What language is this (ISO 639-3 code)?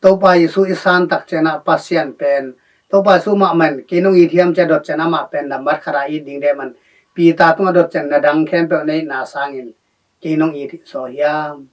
ctd